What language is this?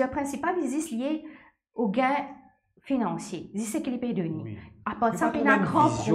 Morisyen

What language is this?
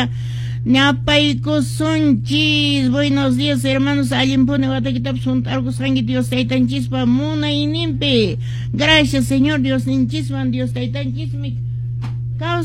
Quechua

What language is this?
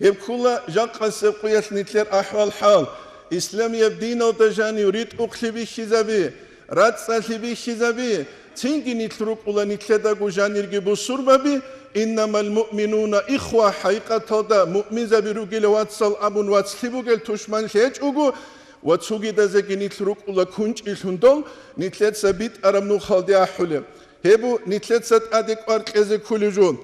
Avaric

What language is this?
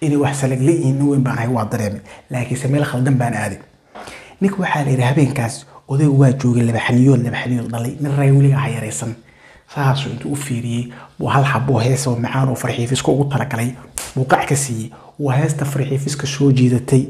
Somali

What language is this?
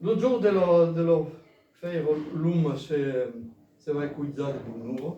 Occitan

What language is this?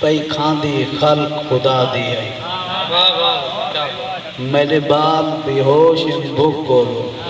Saraiki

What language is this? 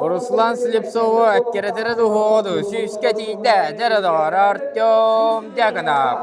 Yakut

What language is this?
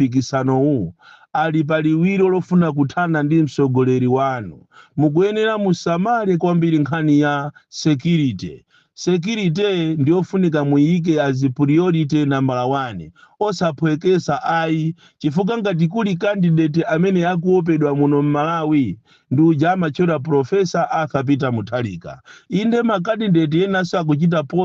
Nyanja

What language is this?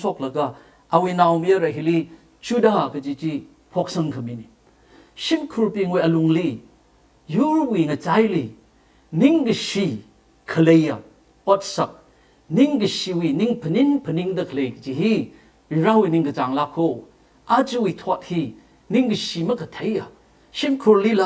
Tangkhul Naga (India)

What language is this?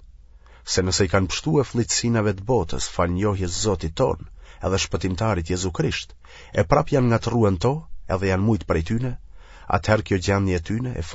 Albanian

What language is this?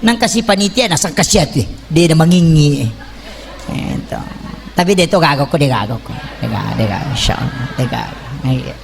Buginese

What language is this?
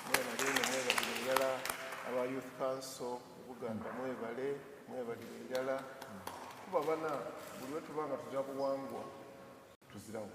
Soga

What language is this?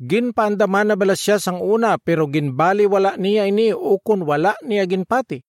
Hiligaynon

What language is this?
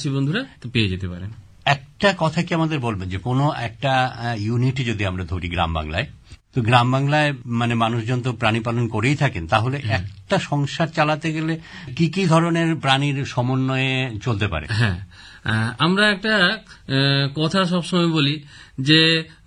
Bangla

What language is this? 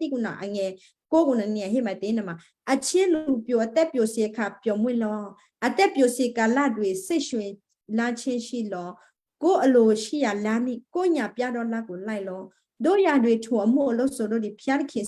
Western Kayah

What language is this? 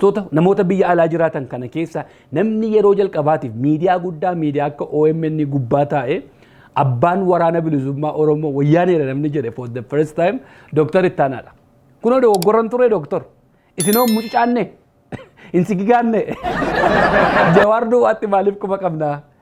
Oromo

